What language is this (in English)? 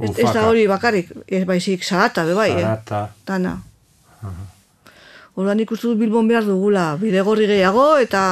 Basque